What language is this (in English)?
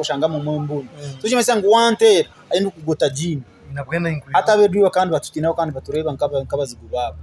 Nyankole